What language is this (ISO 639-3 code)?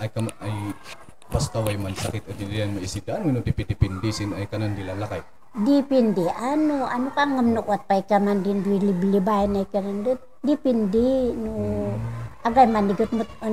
kne